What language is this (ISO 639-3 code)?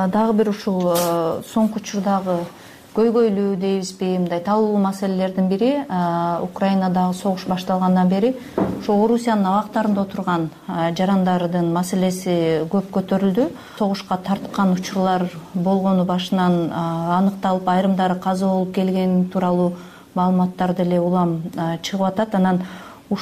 kir